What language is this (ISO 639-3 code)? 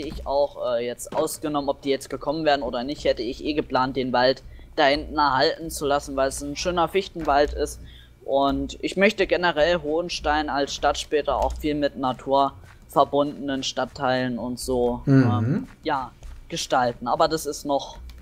deu